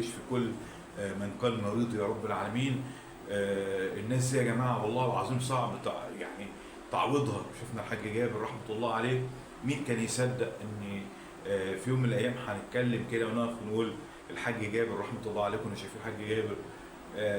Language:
Egyptian Arabic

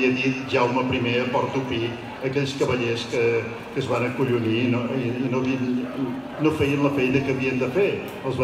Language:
Catalan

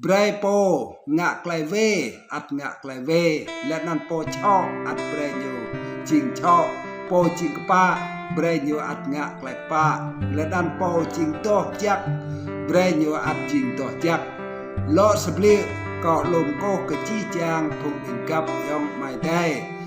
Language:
Rade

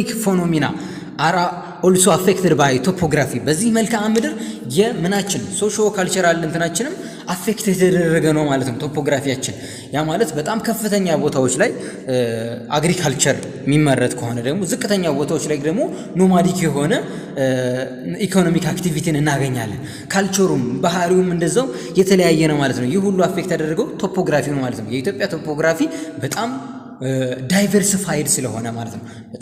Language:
Amharic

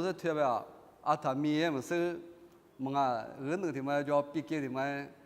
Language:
Lisu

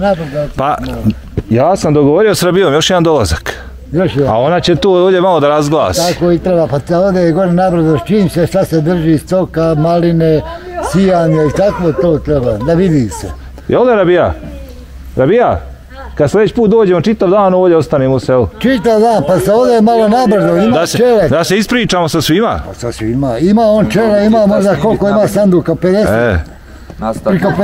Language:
Bosnian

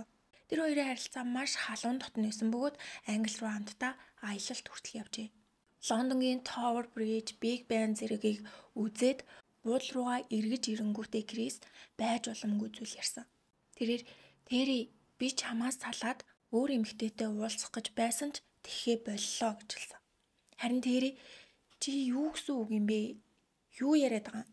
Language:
Mongolian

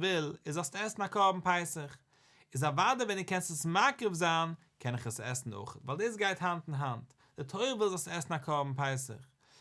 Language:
Yiddish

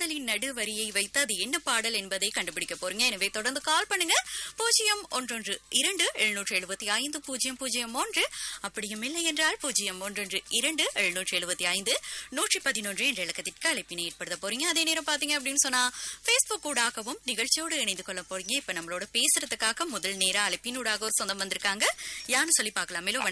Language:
Tamil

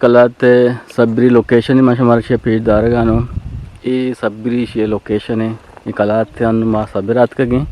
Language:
Eastern Balochi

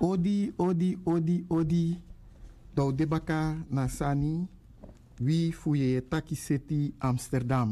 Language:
Sranan Tongo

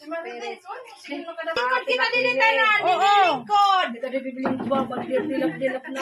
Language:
Waray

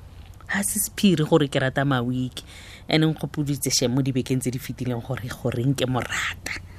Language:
Tswana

